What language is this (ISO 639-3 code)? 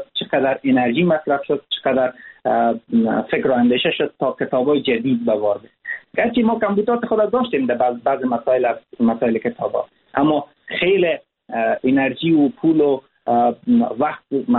fas